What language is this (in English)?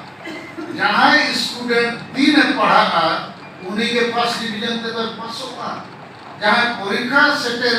Santali